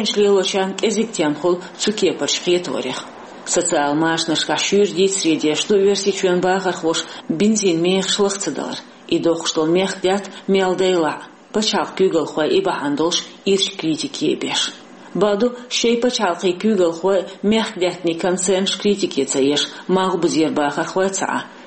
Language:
Chechen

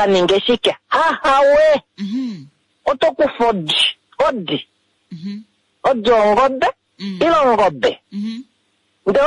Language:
Kuanyama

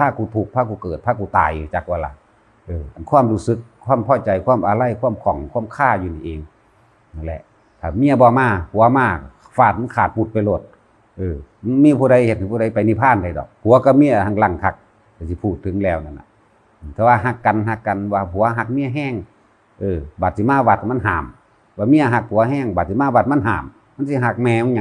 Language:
Northeastern Thai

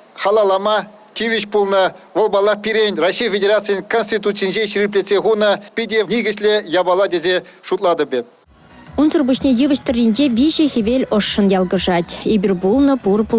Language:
Chuvash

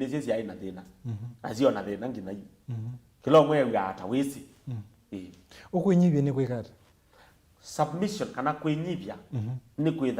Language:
Kamba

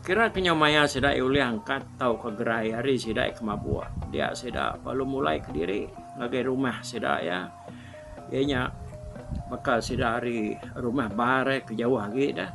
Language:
Iban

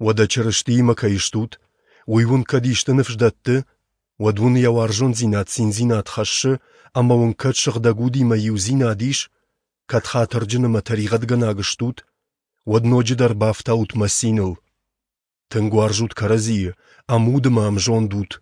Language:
Ossetic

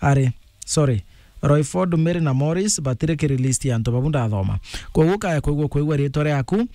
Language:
Meru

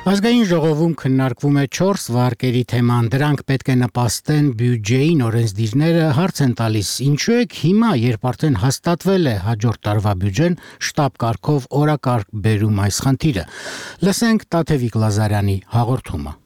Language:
Armenian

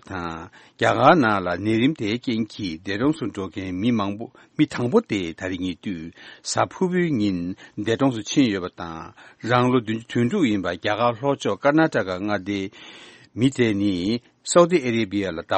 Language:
Tibetan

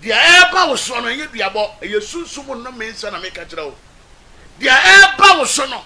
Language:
Akan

